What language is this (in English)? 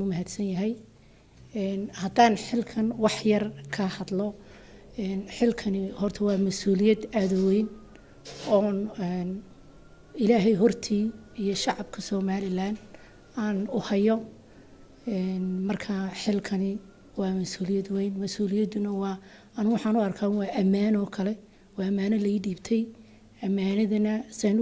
Somali